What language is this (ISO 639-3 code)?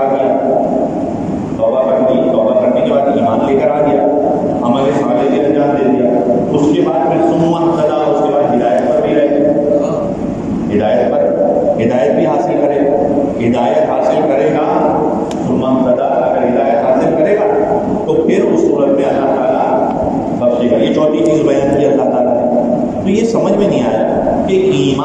urd